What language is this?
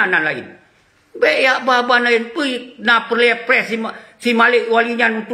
Achinese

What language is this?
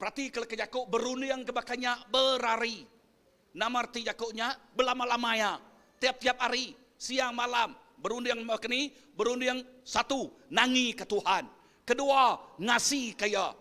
Iban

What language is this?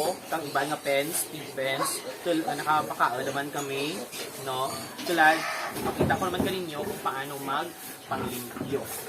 Hiligaynon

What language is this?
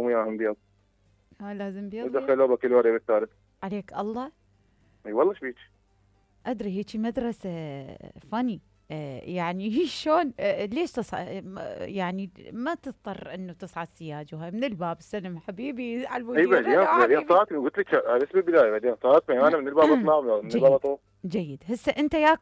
Mesopotamian Arabic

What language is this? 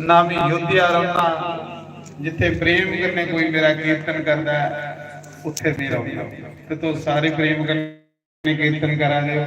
Dogri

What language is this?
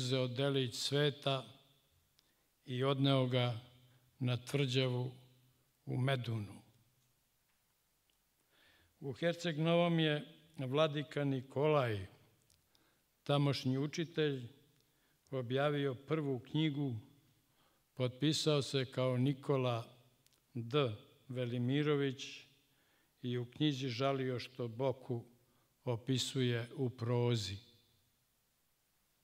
Serbian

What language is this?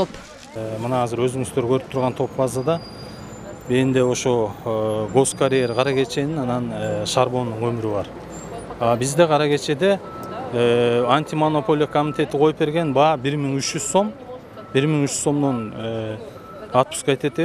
Kyrgyz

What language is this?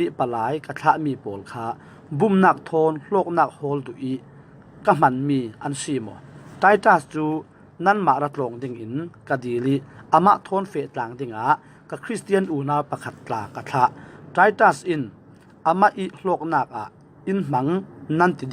Falam Chin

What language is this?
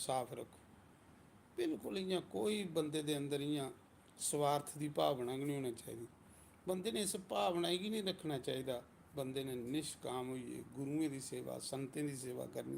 Dogri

